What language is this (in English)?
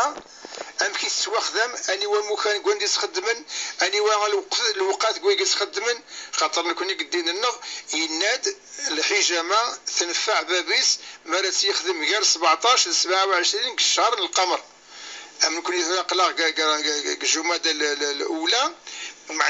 Kabyle